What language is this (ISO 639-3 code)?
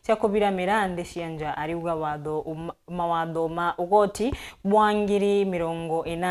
mer